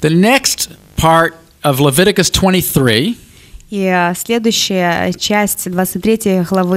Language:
Russian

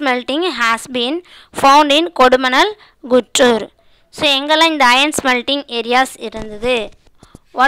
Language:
Tamil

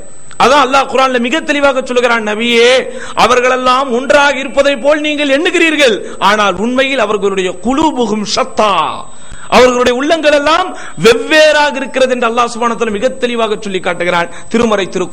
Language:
Tamil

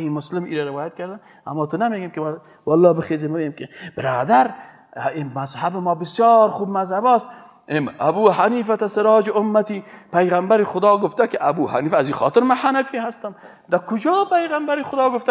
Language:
Persian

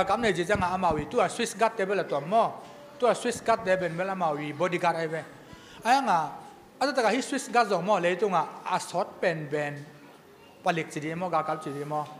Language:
Tedim Chin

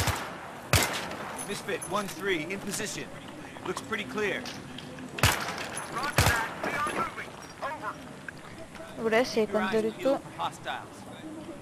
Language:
Bulgarian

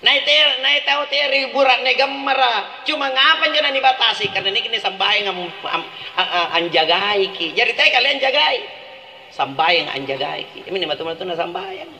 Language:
Makasar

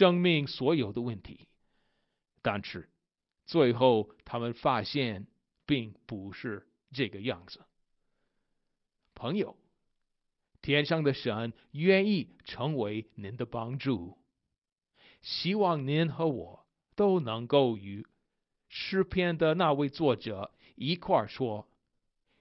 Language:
Chinese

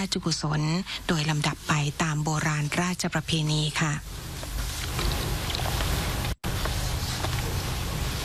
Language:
Thai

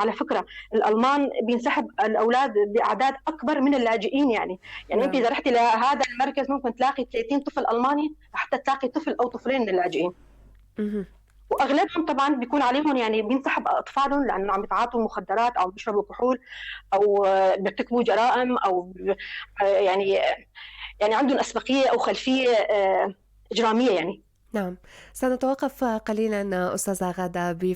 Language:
North Levantine Arabic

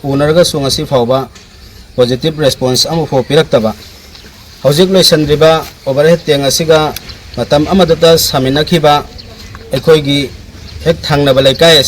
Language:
Manipuri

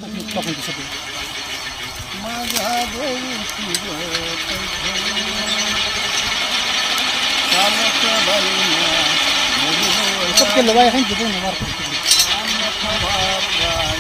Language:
Marathi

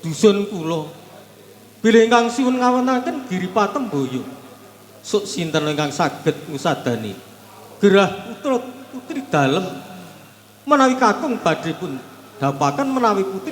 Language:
Javanese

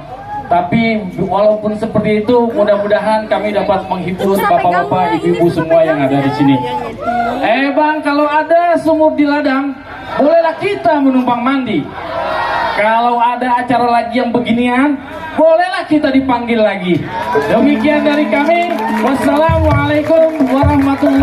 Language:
Betawi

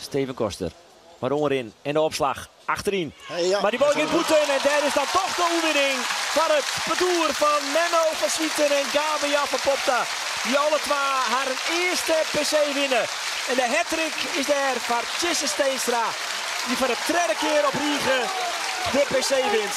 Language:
Western Frisian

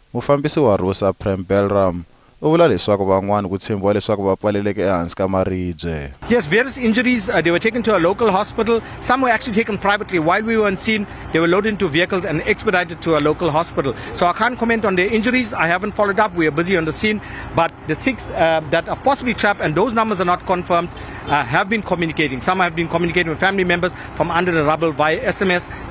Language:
Tsonga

